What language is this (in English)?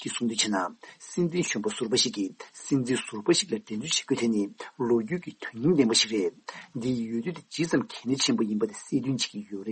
Tibetan